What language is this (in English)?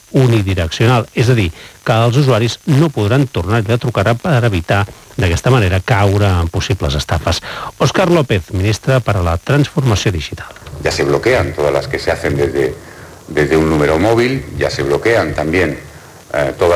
Catalan